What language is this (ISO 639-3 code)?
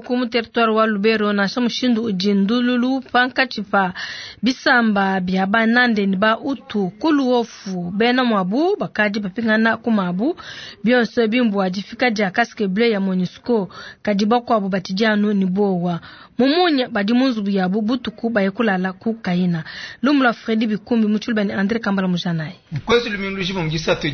lua